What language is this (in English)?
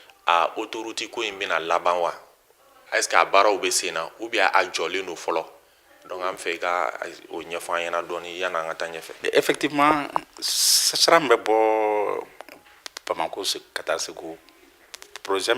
Bambara